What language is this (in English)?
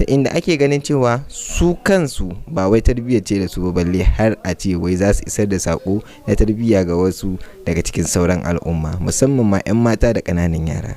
Hausa